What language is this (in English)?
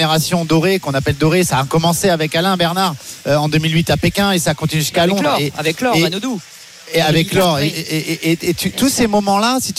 French